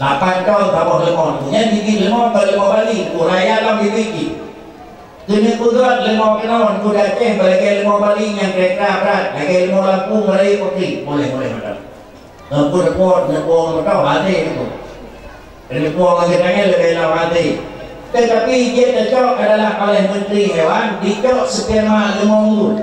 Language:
Achinese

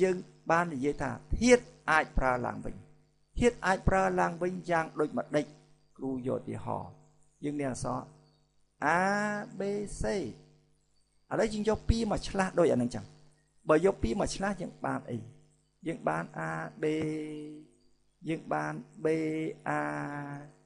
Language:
Khmer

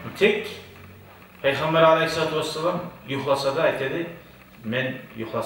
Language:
Kumyk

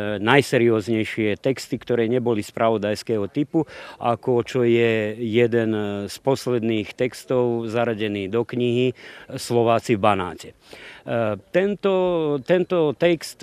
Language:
Slovak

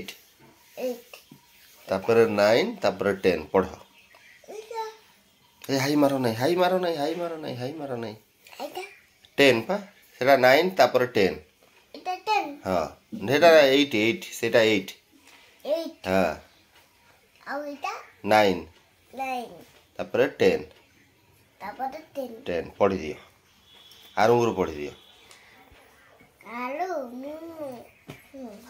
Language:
Odia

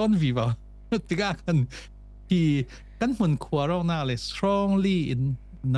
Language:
Falam Chin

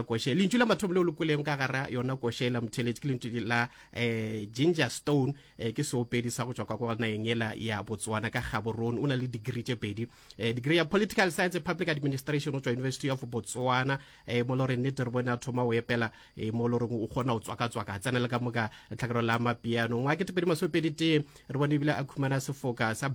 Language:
Northern Sotho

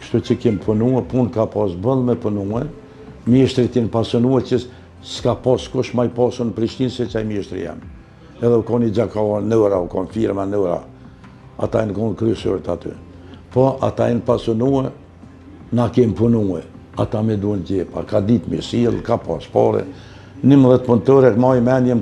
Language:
Albanian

